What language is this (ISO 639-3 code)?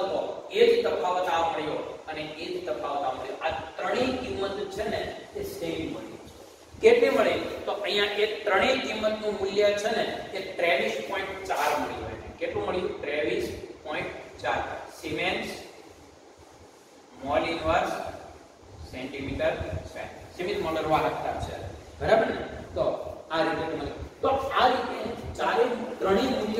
guj